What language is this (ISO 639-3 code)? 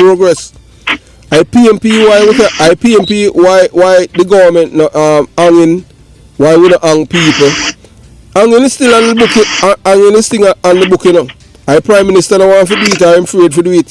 jam